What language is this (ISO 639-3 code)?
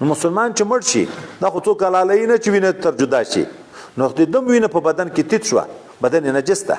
pus